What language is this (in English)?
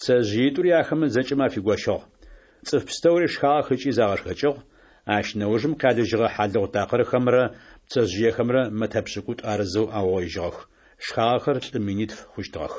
Adyghe